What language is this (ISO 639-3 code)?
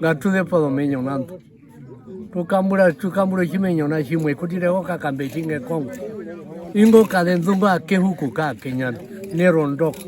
her